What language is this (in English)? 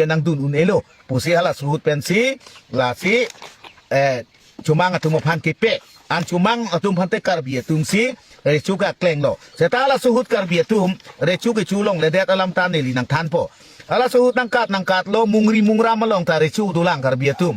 Karbi